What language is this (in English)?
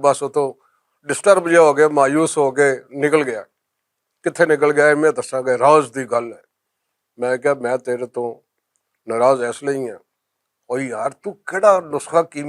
Western Panjabi